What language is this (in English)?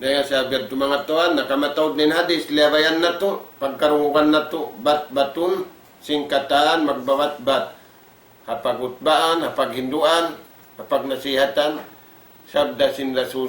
Tausug